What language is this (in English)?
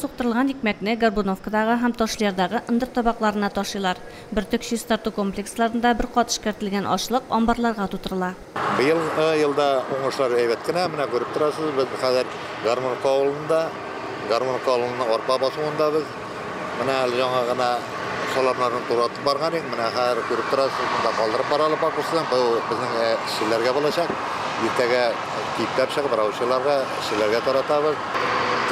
Tatar